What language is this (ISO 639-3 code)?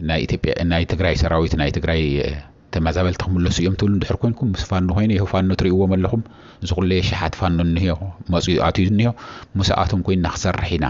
tir